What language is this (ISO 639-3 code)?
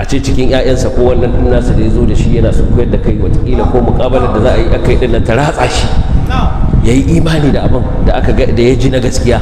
hau